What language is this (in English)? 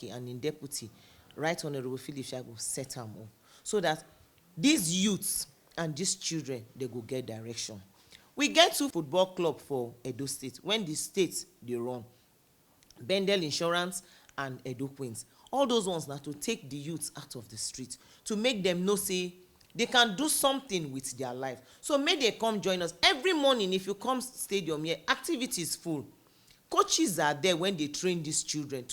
Nigerian Pidgin